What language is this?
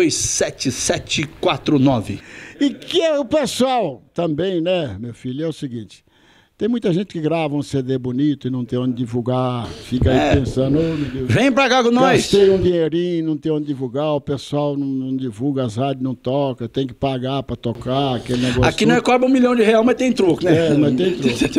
Portuguese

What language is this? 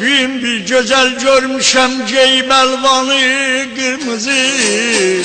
South Azerbaijani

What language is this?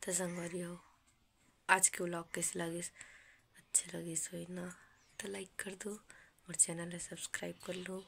Chhattisgarhi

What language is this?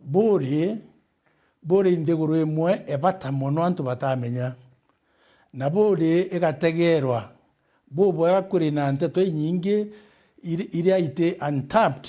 Meru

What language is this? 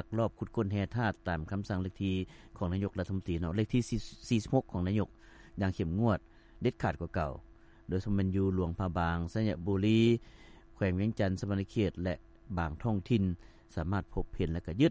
Lao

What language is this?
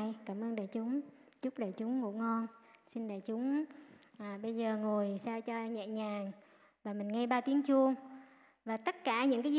Vietnamese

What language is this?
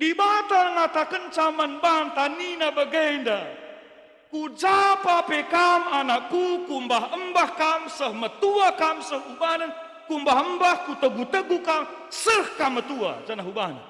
Batak Karo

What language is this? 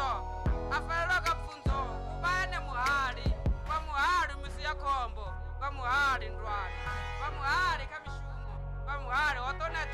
Venda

